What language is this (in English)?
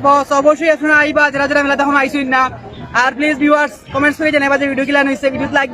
Sylheti